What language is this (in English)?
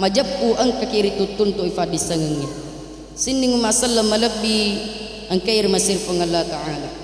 Buginese